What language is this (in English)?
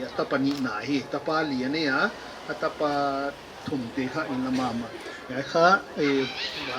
Paite Chin